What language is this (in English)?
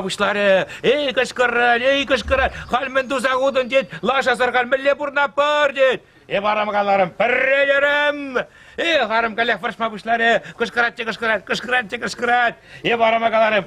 Chuvash